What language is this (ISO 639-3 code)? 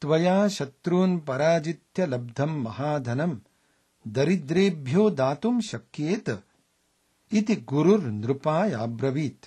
san